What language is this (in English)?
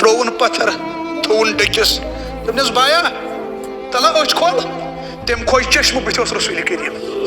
Kashmiri